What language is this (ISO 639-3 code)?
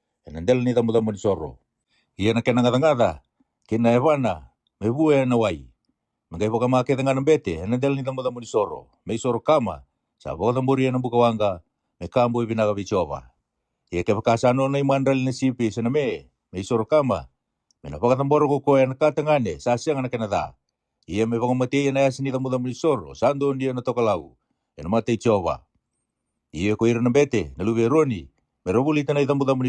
fij